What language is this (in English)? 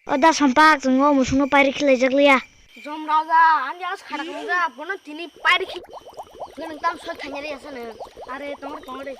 Kok Borok